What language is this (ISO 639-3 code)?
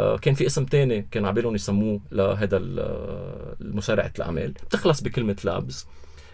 apc